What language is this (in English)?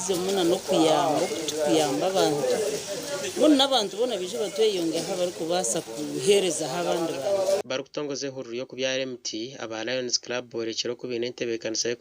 Nyankole